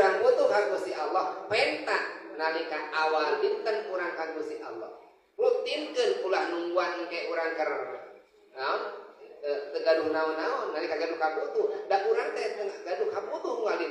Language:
Sundanese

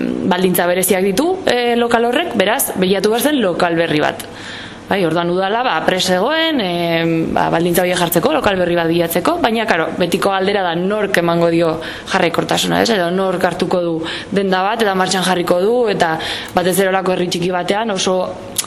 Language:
Basque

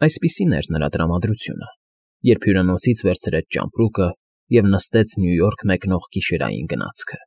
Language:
Armenian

